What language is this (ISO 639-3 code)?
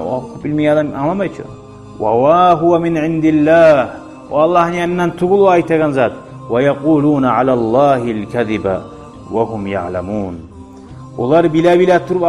kum